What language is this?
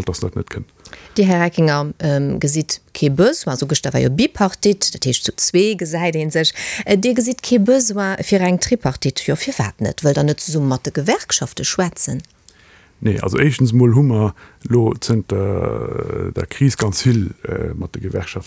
Luxembourgish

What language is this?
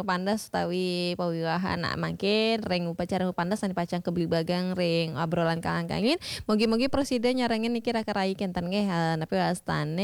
Balinese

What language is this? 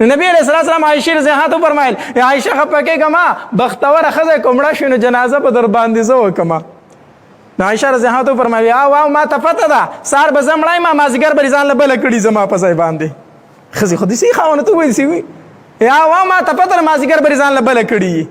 Pashto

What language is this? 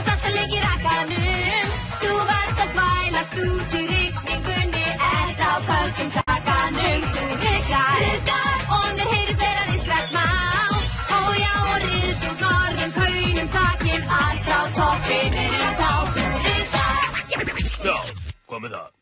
Icelandic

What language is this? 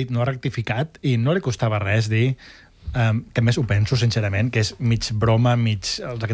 Catalan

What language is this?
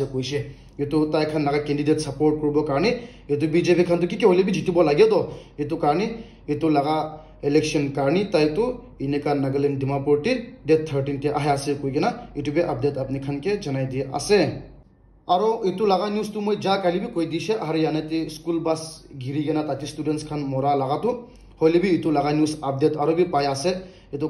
Naga Pidgin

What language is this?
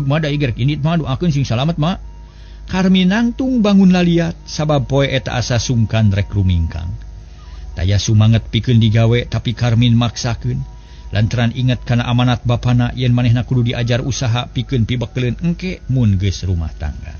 Sundanese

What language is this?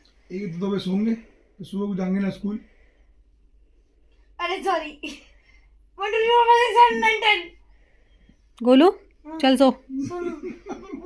Hindi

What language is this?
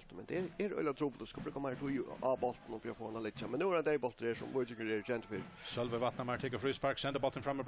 Faroese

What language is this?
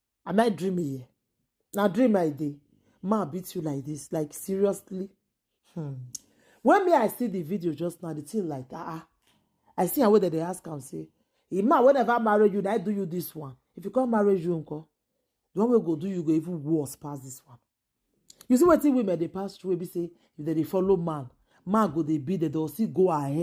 Nigerian Pidgin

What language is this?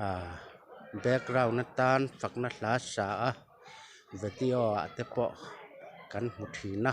Mizo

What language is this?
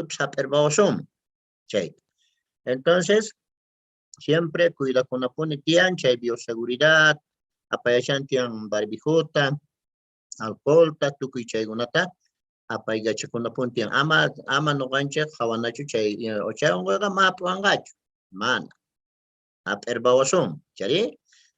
Quechua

